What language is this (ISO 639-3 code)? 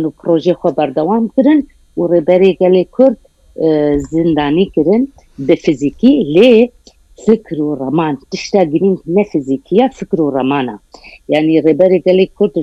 kur